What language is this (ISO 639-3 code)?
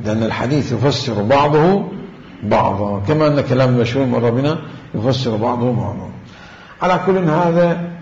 acm